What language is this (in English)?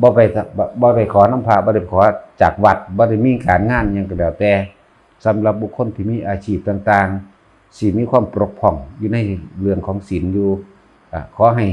Northeastern Thai